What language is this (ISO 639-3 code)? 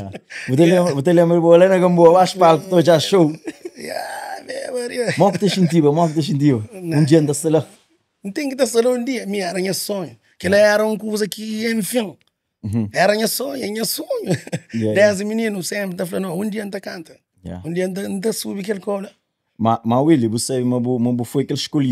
kea